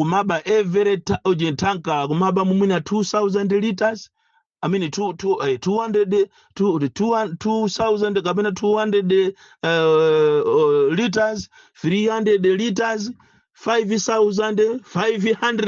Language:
Nyanja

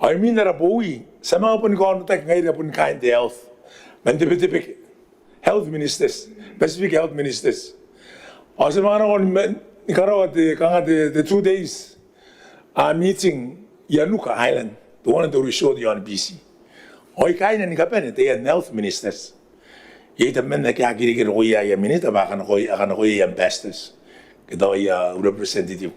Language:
Gilbertese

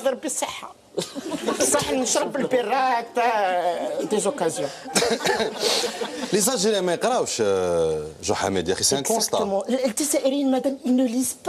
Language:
Algerian Arabic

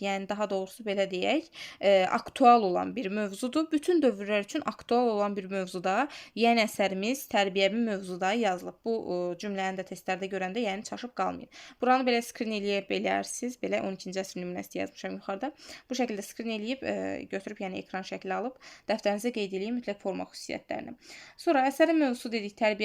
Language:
Azerbaijani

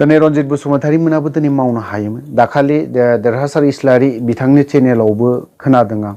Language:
Bodo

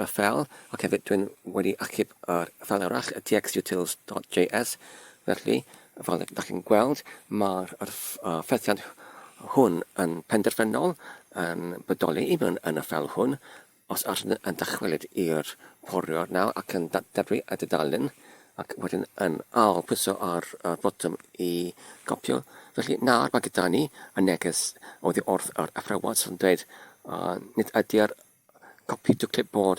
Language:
Welsh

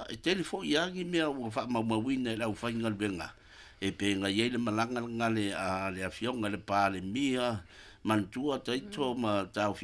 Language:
Samoan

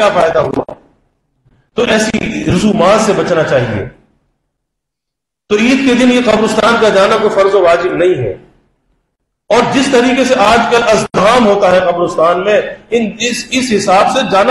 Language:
Urdu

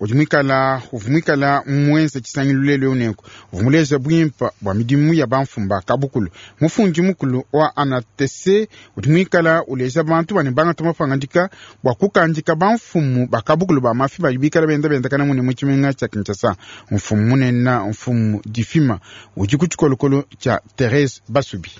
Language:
Luba-Lulua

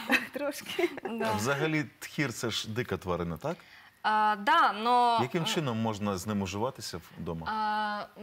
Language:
Ukrainian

